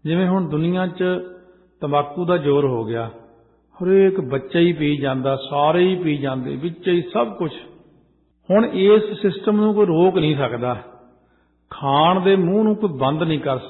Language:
Punjabi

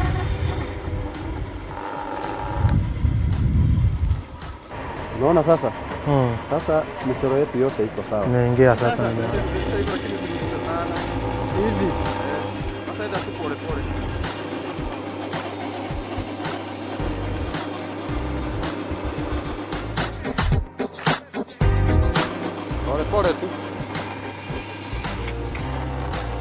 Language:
Swahili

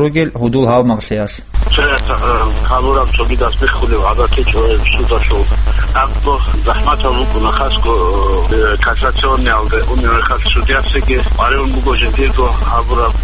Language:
Avaric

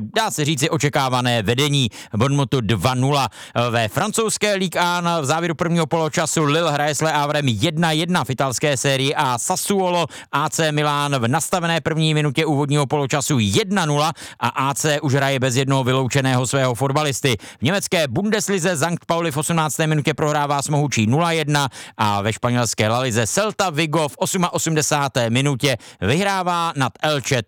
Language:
Czech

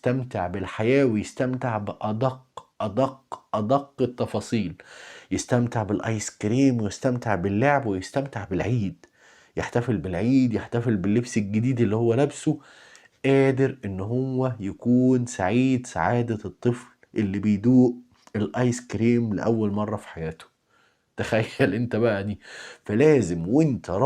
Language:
Egyptian Arabic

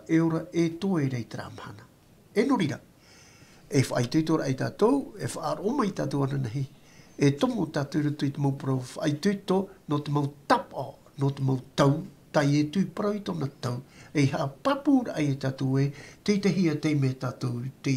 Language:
Tahitian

